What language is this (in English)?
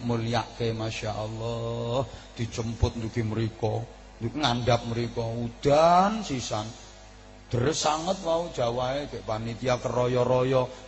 Javanese